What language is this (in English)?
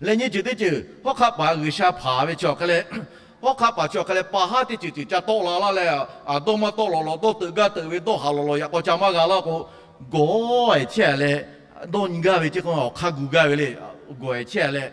Lahu